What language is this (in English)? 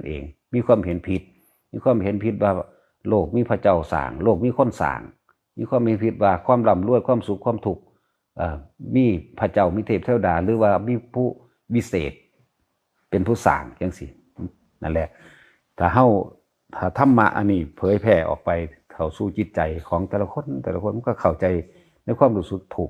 Lao